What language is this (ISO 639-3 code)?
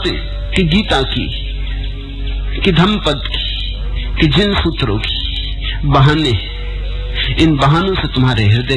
hin